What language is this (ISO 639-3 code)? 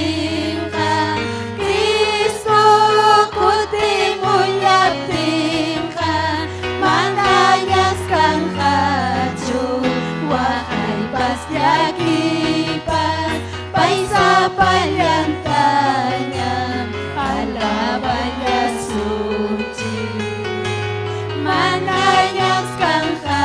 quy